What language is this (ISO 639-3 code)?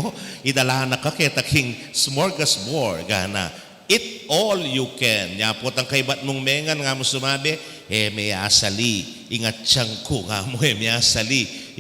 pam